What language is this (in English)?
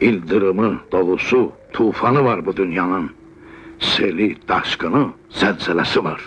Azerbaijani